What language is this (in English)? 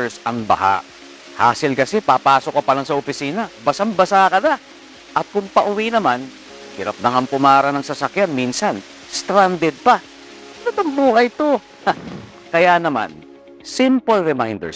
Filipino